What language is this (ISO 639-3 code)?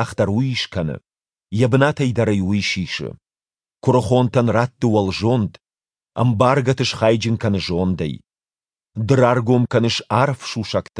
oss